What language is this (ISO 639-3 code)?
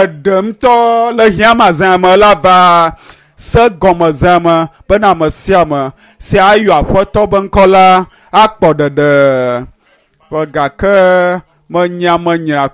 ewe